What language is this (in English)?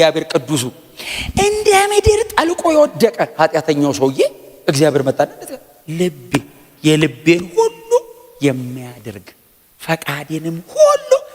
Amharic